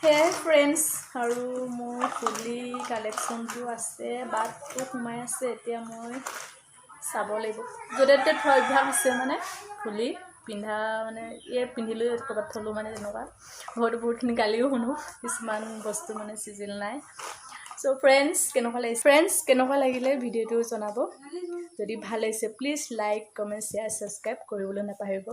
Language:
Assamese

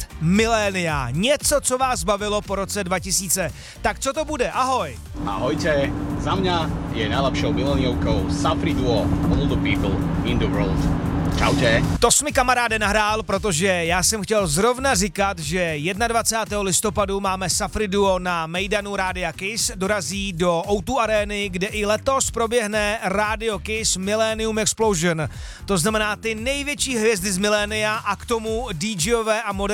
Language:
Czech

